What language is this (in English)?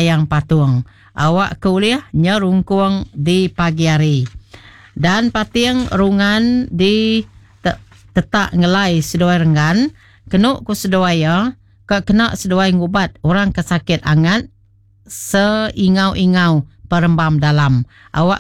Iban